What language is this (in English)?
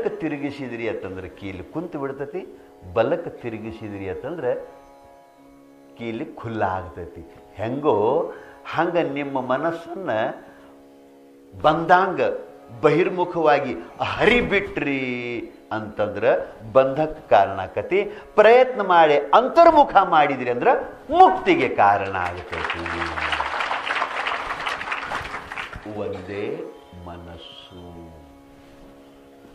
Kannada